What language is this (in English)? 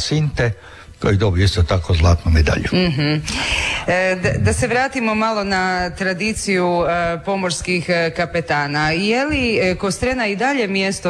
Croatian